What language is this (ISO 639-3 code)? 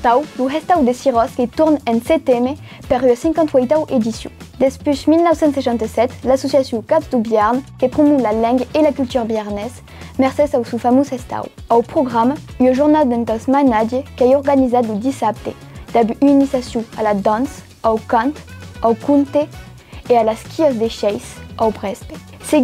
oci